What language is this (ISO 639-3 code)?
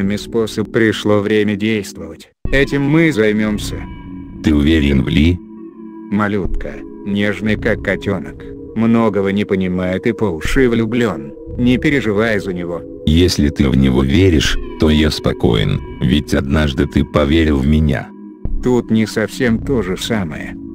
rus